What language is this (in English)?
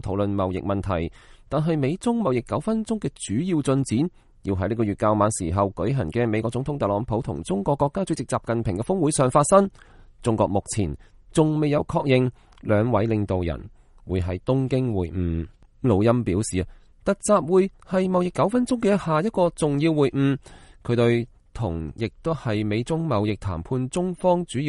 Cantonese